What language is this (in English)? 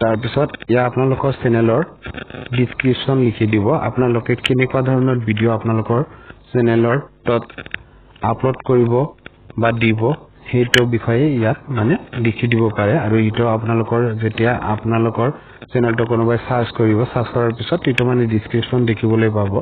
Assamese